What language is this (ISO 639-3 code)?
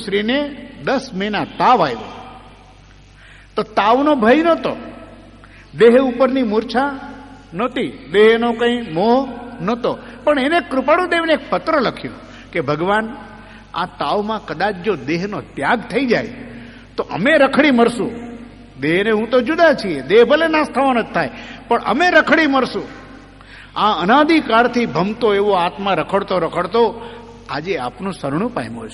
guj